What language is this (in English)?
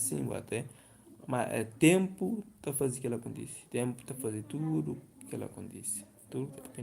Kabuverdianu